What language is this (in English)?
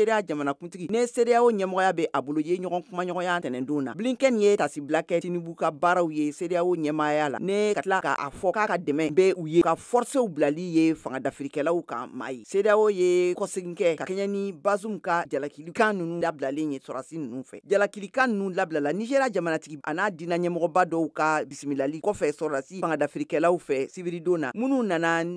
Bambara